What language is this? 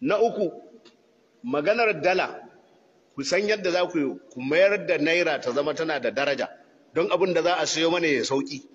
Hausa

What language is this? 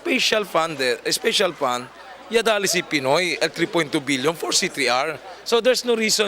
Chavacano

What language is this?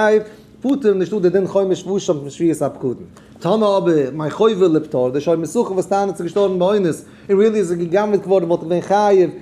Yiddish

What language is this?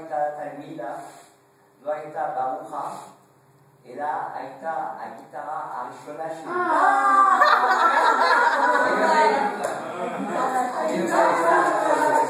Hebrew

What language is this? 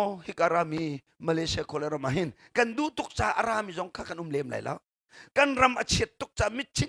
Hakha Chin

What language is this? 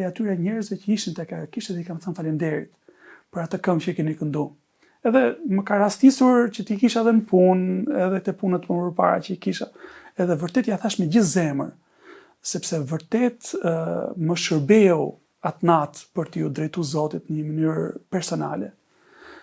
Albanian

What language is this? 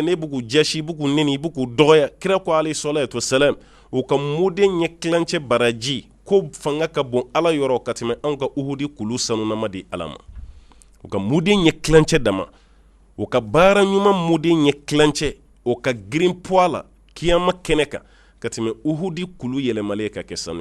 Bambara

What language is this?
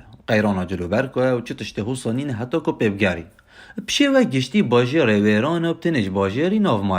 Kurdish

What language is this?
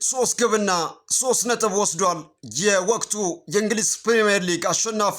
Amharic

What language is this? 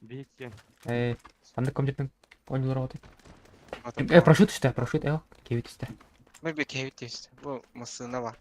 Yakut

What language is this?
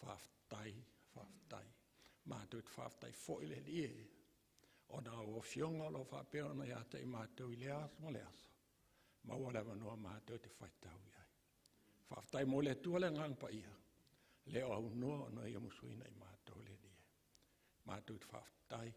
Samoan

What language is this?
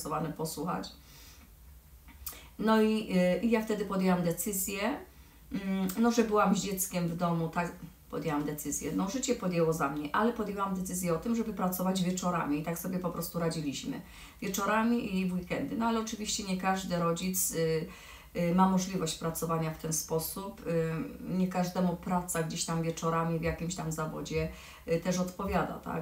Polish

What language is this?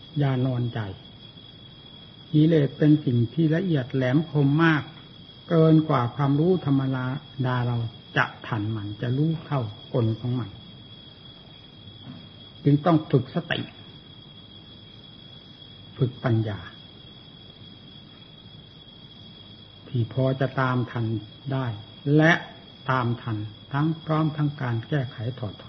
Thai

